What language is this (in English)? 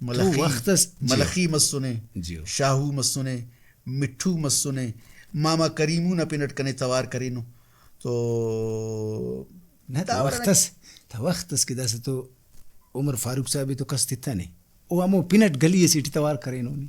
Brahui